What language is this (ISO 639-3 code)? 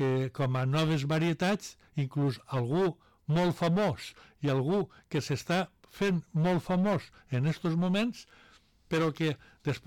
cat